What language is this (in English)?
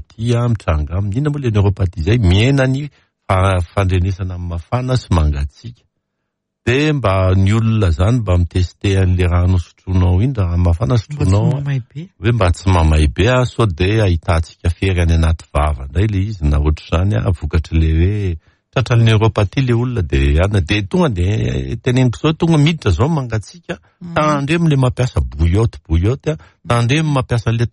Malagasy